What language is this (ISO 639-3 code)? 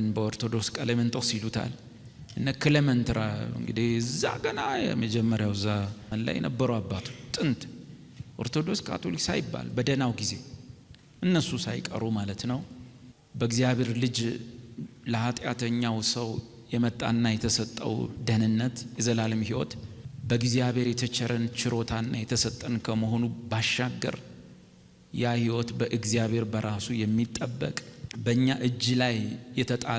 amh